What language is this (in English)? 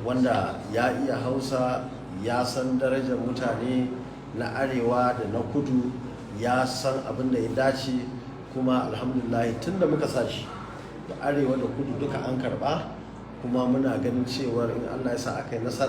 Hausa